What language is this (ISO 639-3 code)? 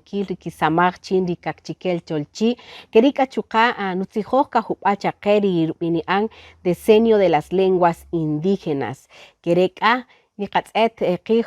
cak